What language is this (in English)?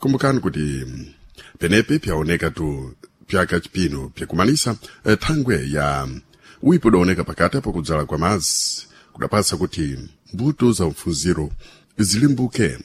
Sena